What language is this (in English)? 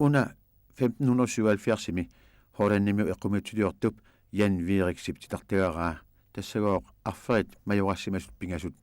Kalaallisut